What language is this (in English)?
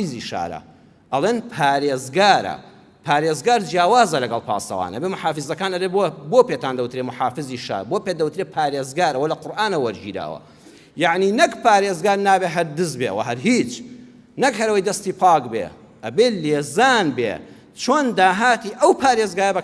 Central Kurdish